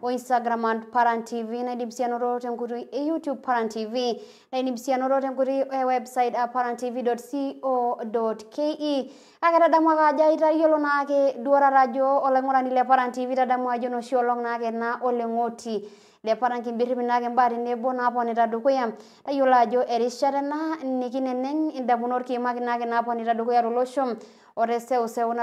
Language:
Masai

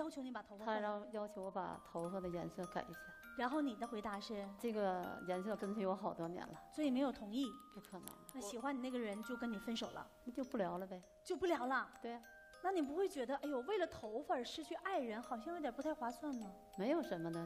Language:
Chinese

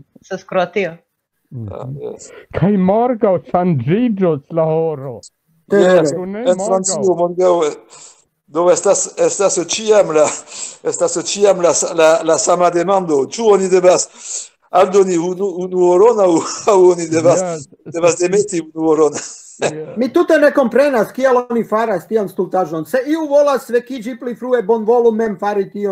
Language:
Esperanto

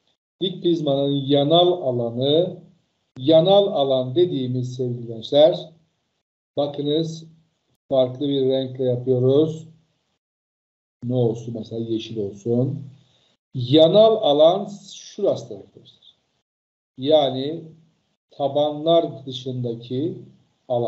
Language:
Turkish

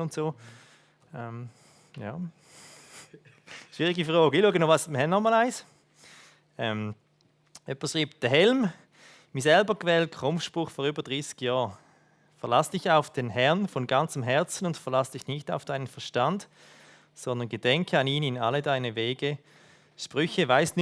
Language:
Swiss German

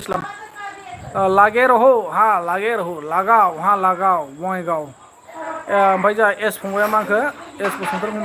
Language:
Bodo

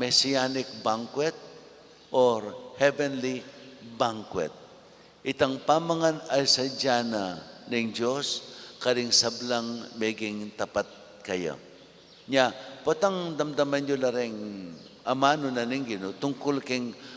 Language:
Pampanga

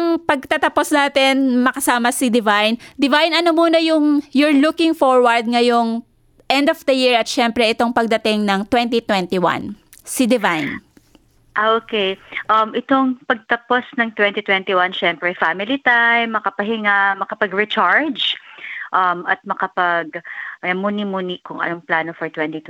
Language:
Filipino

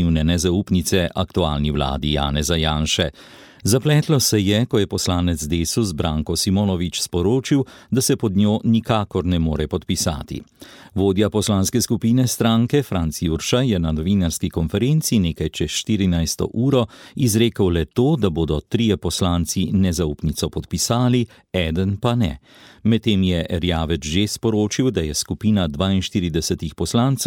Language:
Slovenian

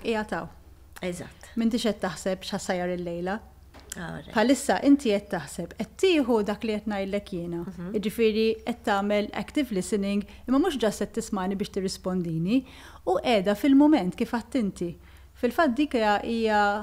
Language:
Maltese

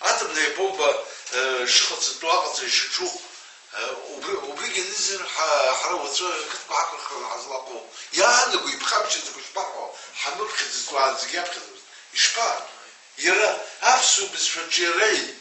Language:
Abkhazian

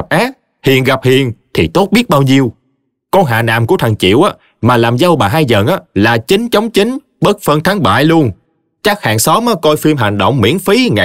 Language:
Vietnamese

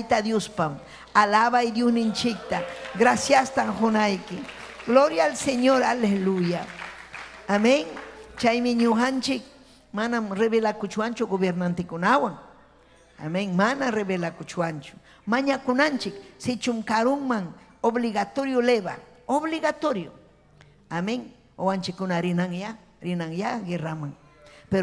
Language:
Ayacucho Quechua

